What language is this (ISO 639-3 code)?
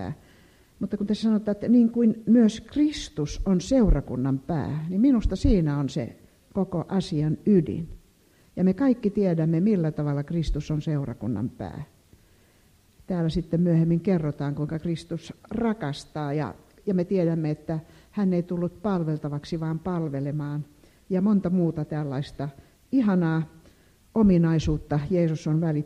fin